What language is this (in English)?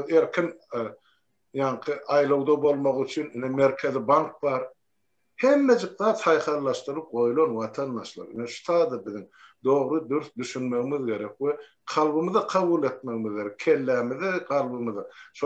Turkmen